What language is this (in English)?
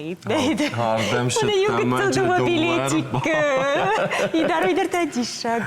Ossetic